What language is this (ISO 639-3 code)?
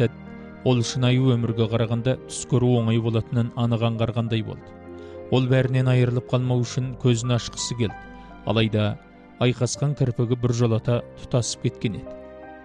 kaz